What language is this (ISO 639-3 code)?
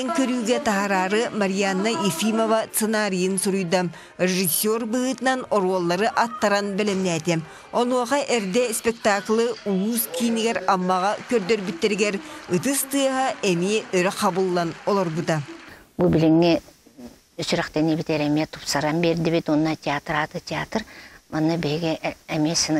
sah